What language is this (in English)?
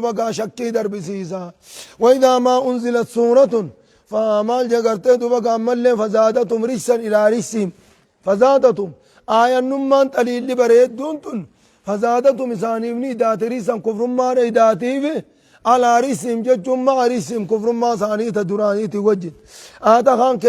Oromo